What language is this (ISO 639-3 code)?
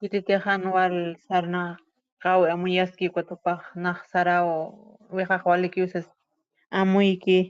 aym